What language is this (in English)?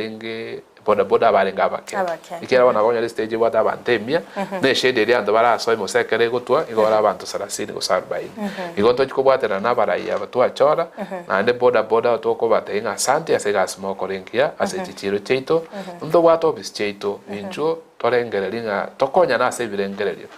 Gusii